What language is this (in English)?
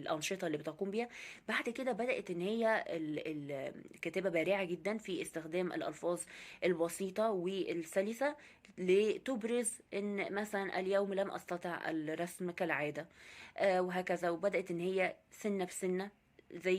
Egyptian Arabic